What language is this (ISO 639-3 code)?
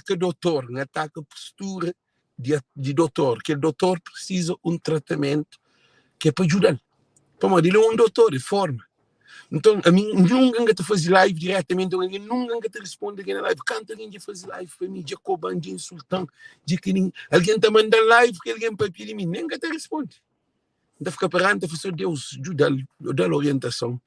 kea